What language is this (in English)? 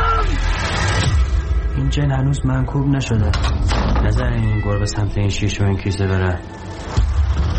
Persian